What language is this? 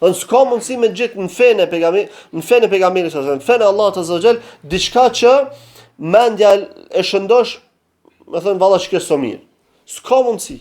Albanian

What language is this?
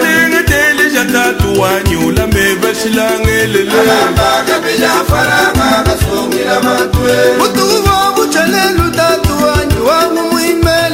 Luba-Lulua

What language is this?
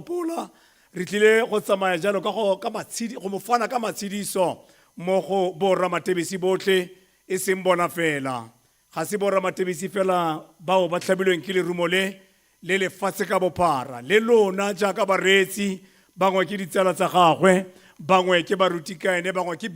Tswana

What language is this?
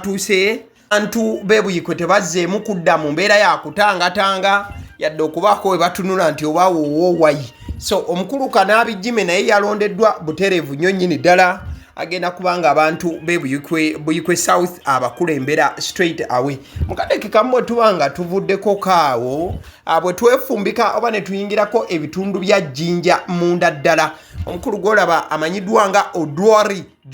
Ganda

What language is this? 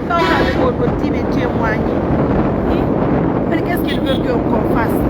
Pular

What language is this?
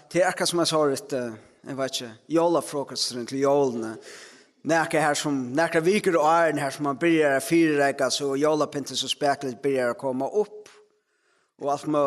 Faroese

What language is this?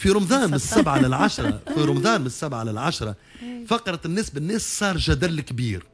Tunisian Arabic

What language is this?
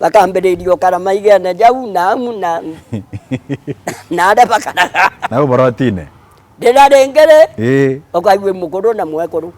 Meru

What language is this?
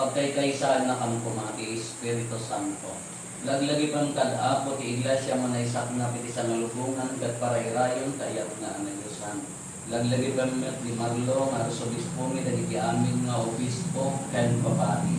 Iloko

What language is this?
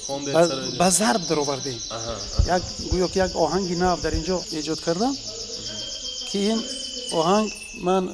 Tajik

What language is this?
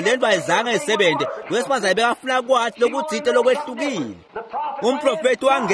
Swati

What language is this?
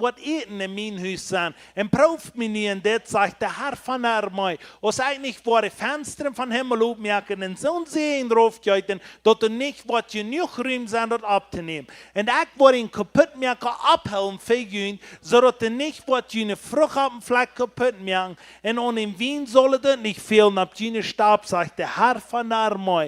Plautdietsch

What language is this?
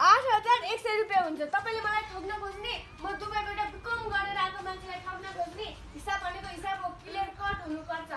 Nepali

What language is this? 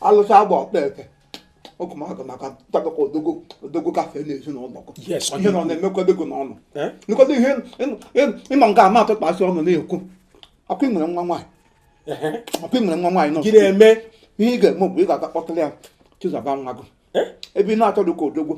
Igbo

